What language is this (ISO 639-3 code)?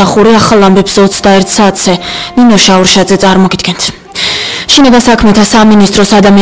kat